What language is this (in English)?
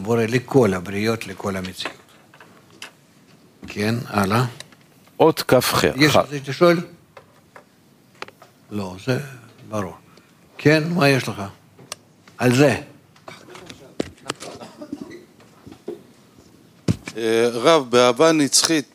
Hebrew